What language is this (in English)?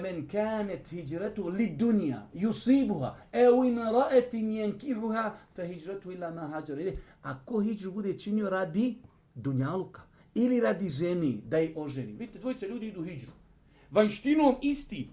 Bosnian